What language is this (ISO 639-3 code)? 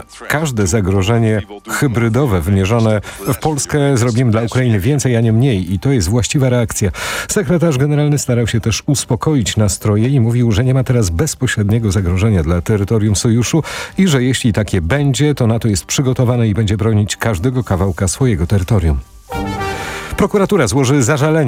pol